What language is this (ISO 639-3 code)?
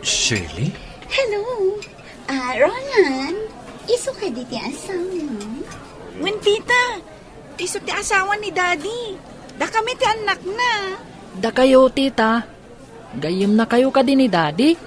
ilo